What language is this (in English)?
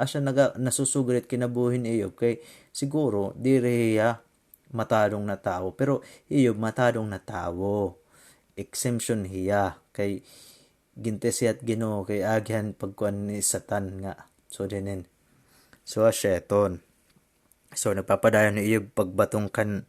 Waray